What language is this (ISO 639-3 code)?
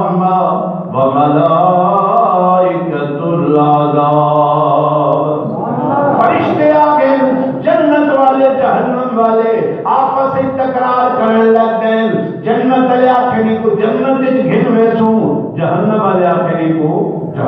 skr